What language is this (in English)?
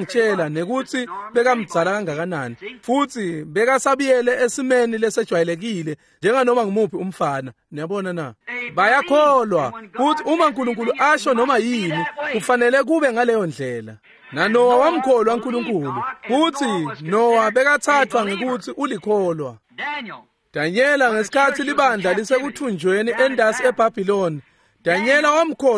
Swati